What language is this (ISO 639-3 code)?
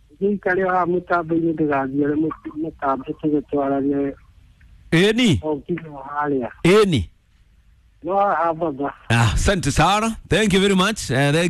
kik